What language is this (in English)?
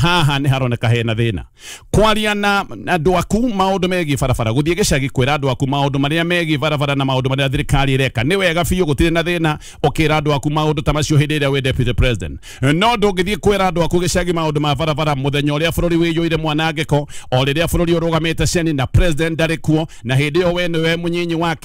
Kikuyu